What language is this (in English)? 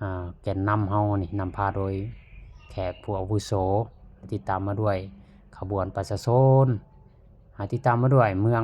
Lao